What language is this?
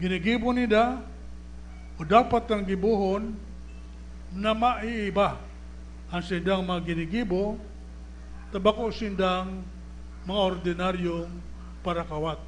Bikol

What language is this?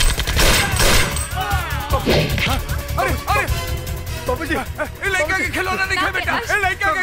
Bhojpuri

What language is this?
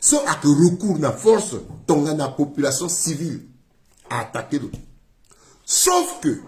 Sango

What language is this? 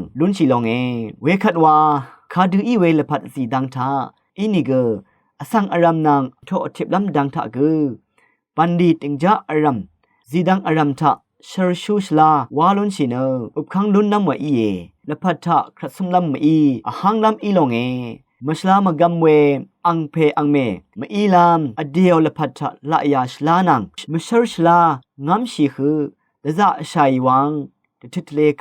Rawang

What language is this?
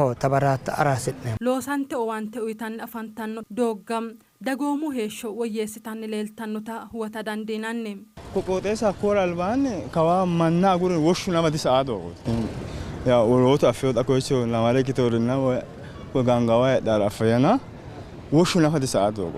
Sidamo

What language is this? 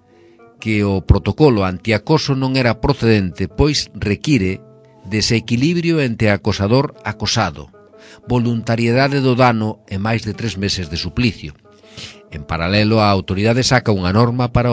Galician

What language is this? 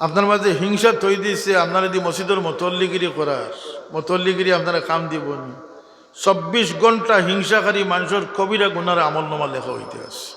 Sylheti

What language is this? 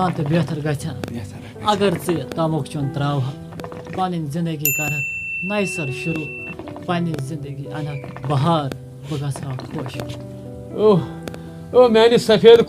Kashmiri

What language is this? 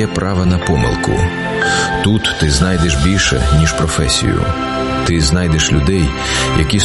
Ukrainian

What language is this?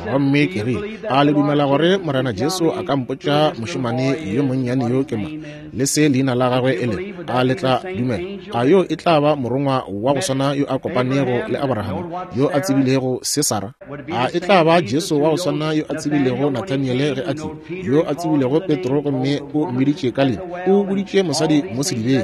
Northern Sotho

